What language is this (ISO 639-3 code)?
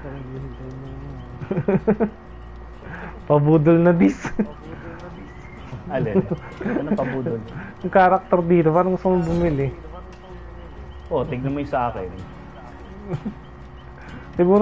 fil